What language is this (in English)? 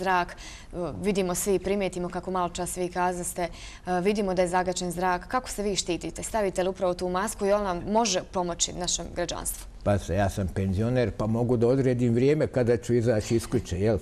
Bosnian